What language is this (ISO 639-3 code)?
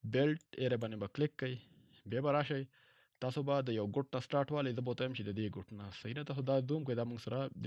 pus